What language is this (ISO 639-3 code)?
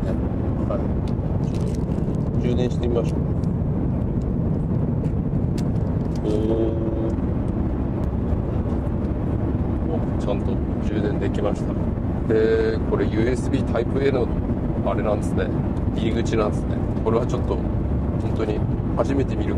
jpn